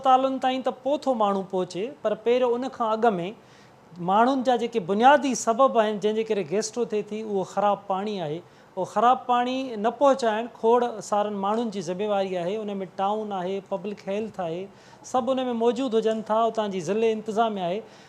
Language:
Sindhi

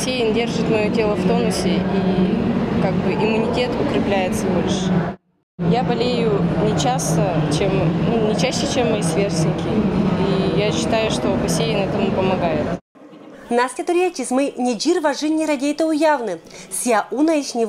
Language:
Komi-Permyak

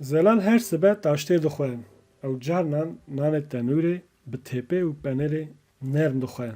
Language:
Kurdish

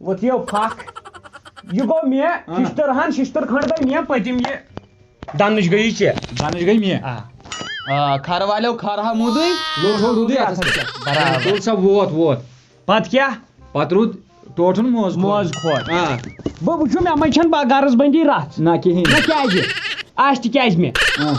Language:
Kashmiri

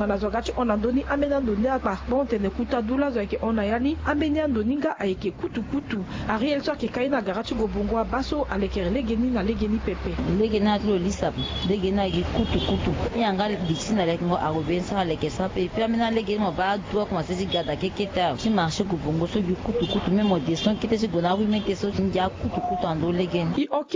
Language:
Sango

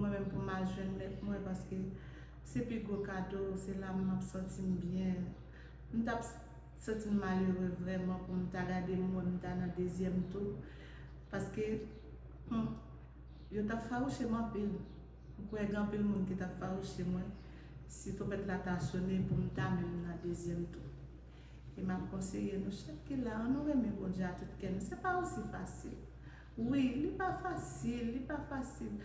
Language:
Haitian Creole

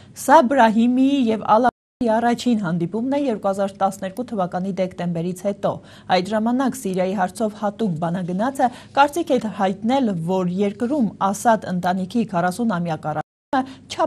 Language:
Armenian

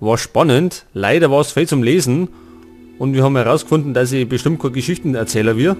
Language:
Bavarian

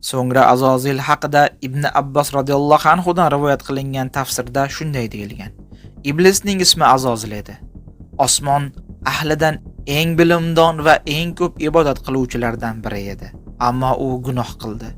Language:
Uzbek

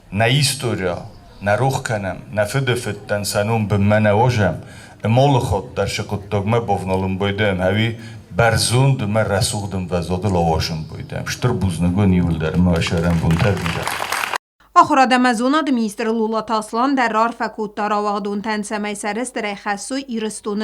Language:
Ossetic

